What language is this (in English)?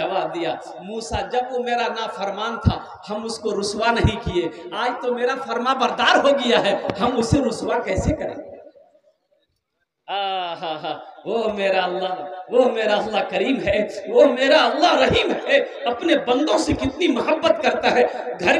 Hindi